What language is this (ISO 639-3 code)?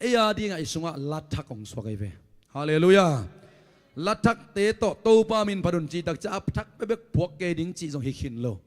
ctd